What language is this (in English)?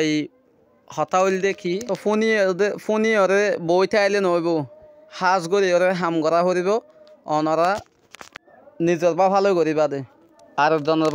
Rohingya